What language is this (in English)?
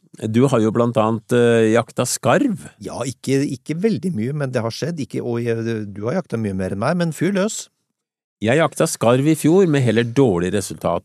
Norwegian